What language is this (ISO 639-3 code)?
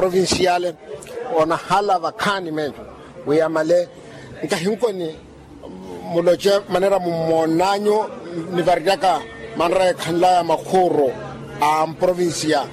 vmw